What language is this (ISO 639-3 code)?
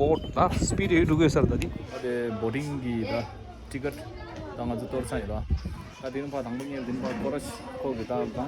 bod